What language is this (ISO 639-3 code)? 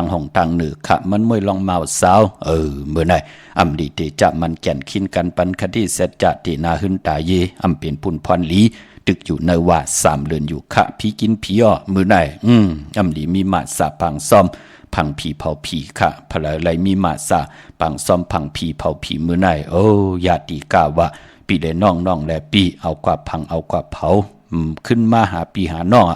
shn